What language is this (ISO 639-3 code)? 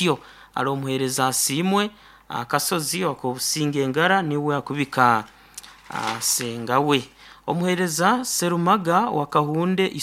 nyn